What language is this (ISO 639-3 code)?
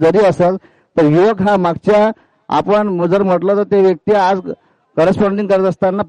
mar